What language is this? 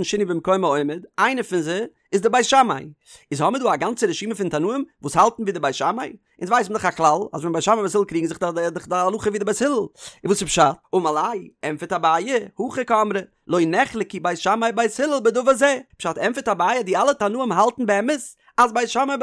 Yiddish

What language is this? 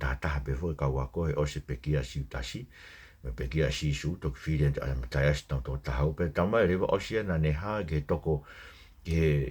Tongan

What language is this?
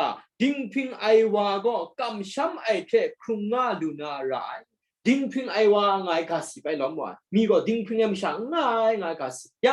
Kachin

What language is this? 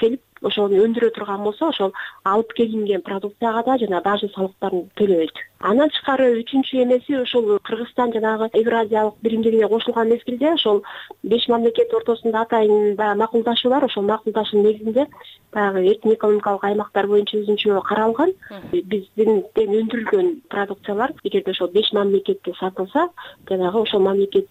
Kyrgyz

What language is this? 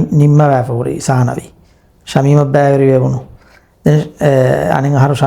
Divehi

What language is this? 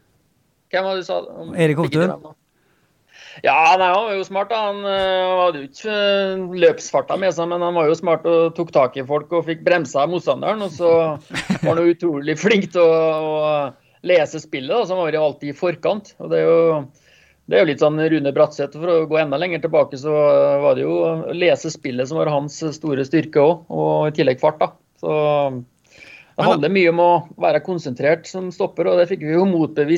Norwegian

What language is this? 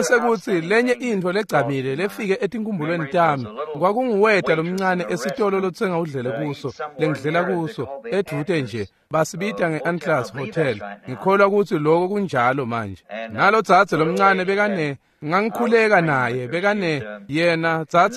Swati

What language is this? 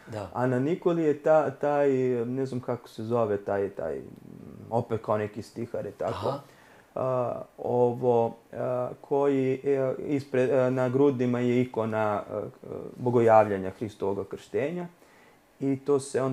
Serbian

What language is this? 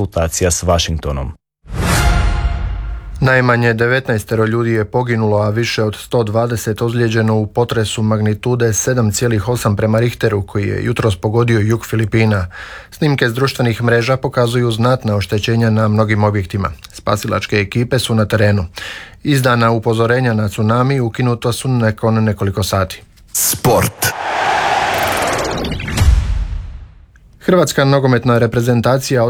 Croatian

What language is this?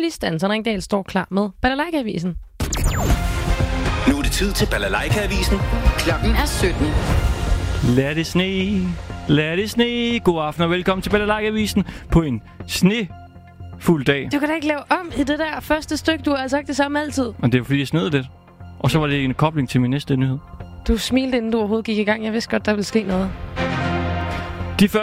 Danish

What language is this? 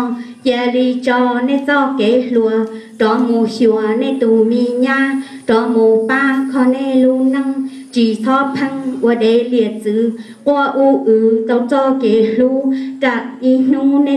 Hmong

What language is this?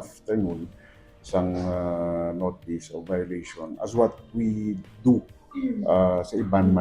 Hiligaynon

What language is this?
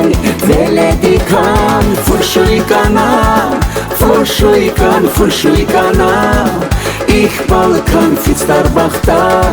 Tabassaran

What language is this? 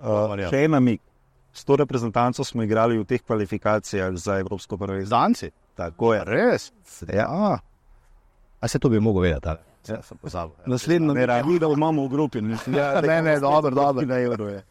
Slovenian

